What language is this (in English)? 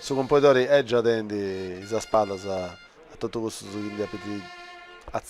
Sardinian